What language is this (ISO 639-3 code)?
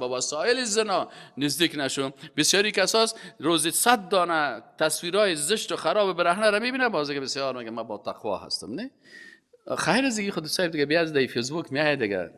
fas